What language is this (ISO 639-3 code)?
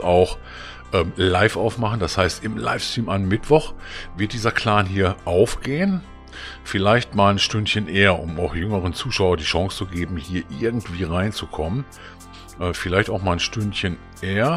deu